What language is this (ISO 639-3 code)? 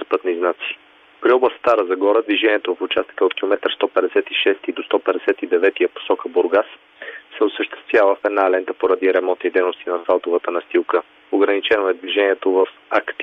bul